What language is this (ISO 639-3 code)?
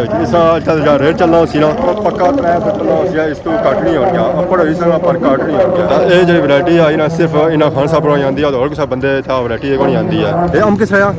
phr